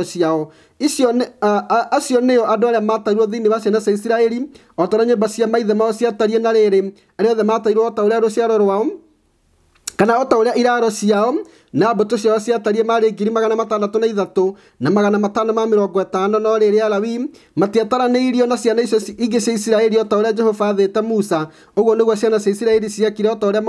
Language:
Kikuyu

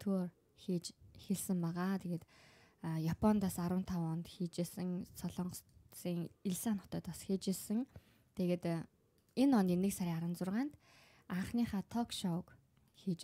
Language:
Mongolian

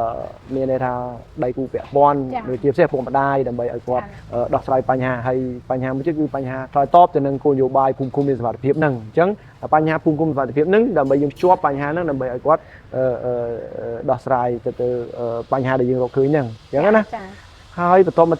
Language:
Khmer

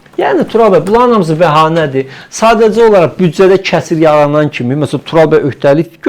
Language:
Azerbaijani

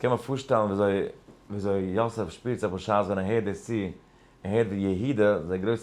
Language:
Yiddish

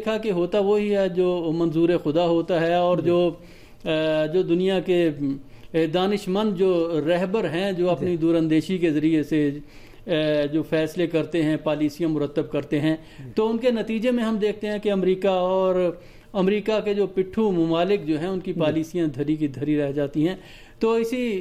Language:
Urdu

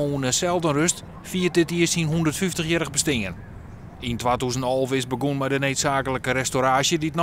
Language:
Western Frisian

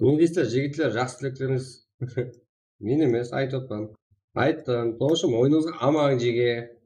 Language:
Kara-Kalpak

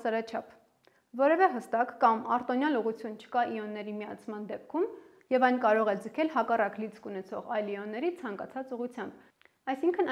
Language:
Armenian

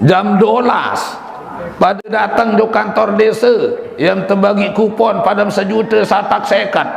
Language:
Sasak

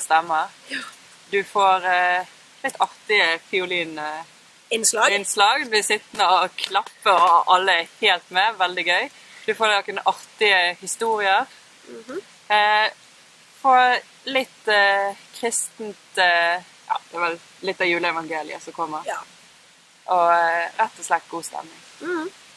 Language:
Norwegian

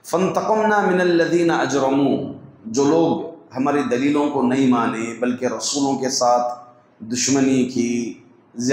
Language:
Urdu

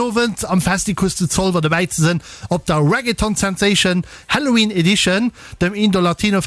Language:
Luxembourgish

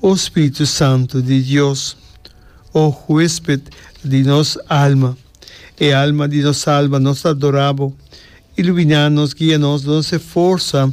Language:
Papiamento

